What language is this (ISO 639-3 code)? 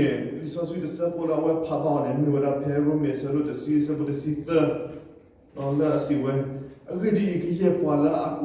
ksw